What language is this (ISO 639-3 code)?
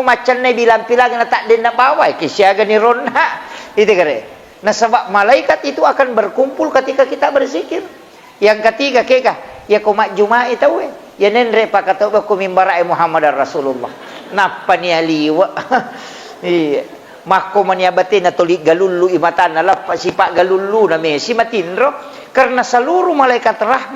bug